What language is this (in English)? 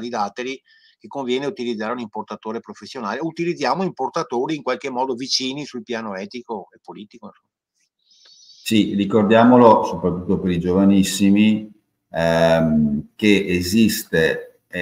Italian